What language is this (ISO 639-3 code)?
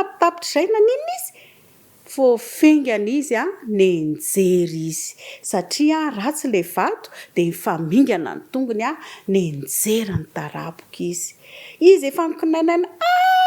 mlg